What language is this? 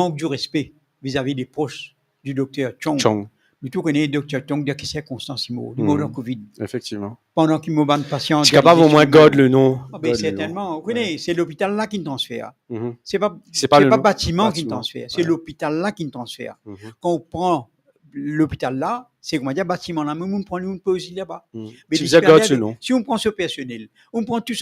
Morisyen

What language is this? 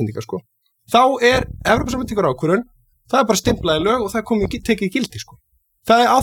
Icelandic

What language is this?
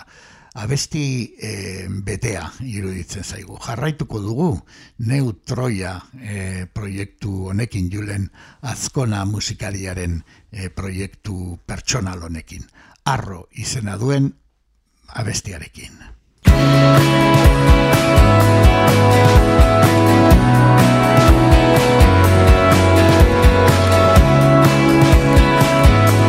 Basque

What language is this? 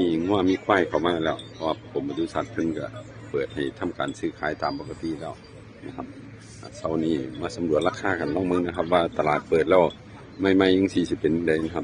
Northeastern Thai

